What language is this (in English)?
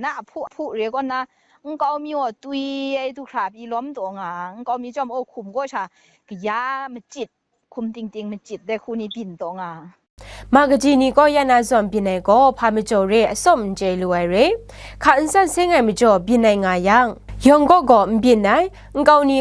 Kachin